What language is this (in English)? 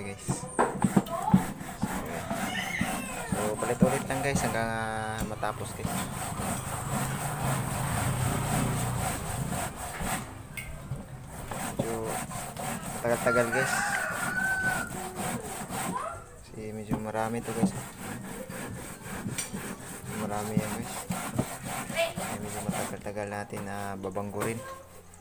Filipino